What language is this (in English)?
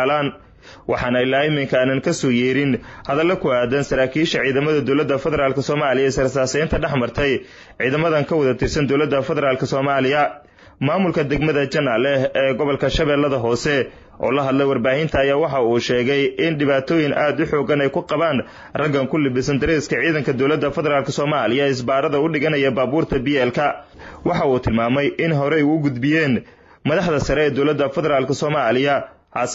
Somali